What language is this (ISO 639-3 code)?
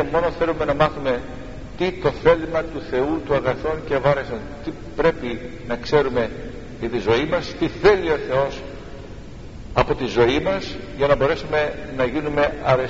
ell